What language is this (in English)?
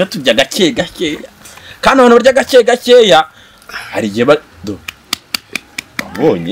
Kinyarwanda